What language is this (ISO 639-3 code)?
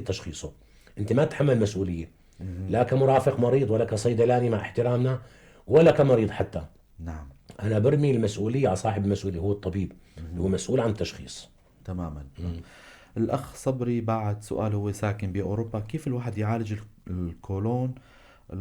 apc